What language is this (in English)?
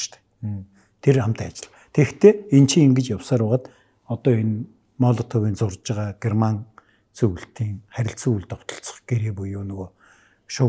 Mongolian